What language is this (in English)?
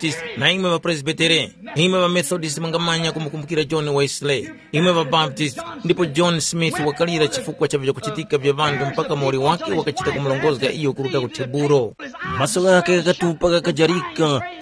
Tumbuka